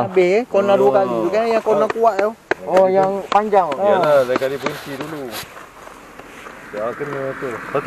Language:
Malay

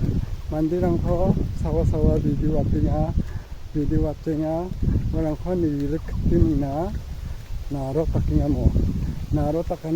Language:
Garo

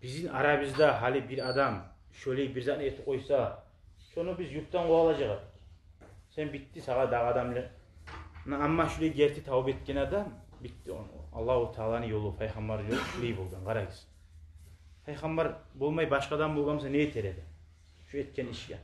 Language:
Kumyk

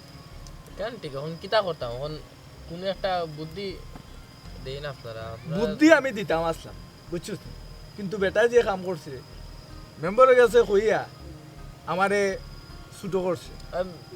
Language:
Sylheti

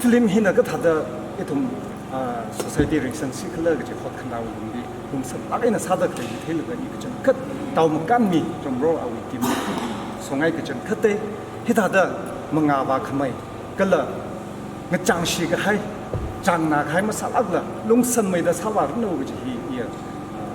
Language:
Tangkhul Naga (India)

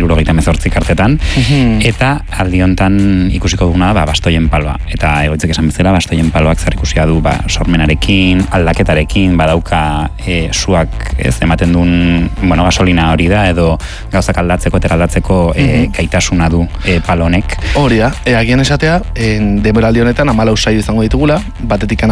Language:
Basque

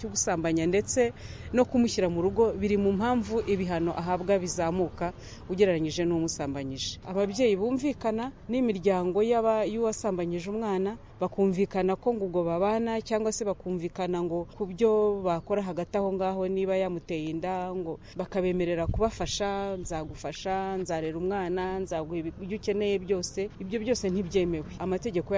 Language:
Kinyarwanda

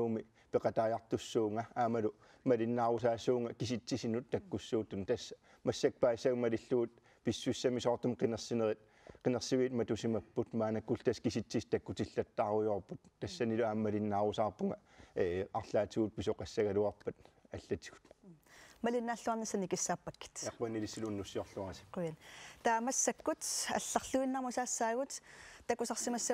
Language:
Kalaallisut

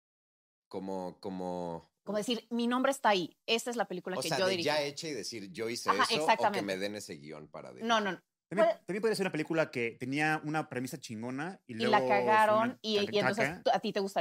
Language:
Spanish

